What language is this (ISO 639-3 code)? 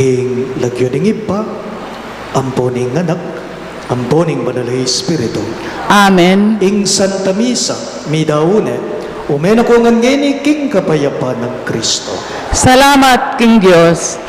pam